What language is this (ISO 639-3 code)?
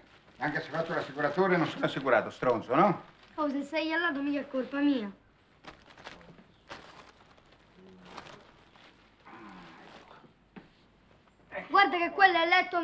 ita